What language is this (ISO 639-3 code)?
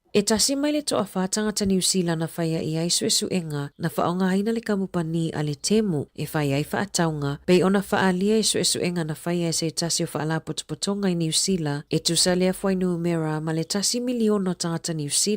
smo